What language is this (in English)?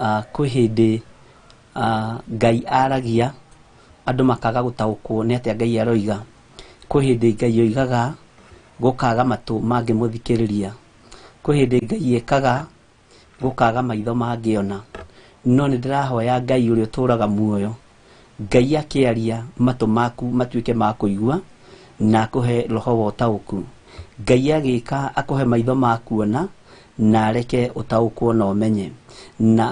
Kikuyu